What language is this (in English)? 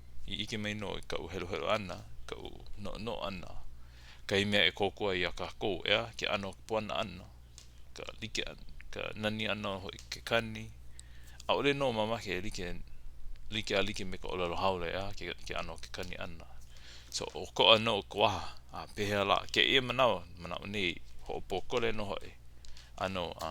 Hawaiian